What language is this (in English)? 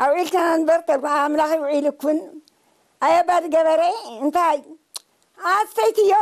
Tigrinya